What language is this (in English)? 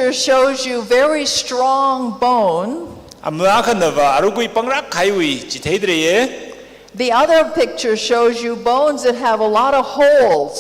Tangkhul Naga (India)